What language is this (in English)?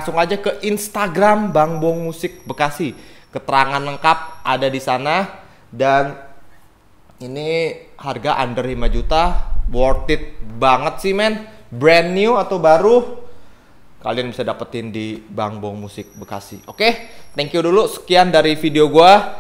Indonesian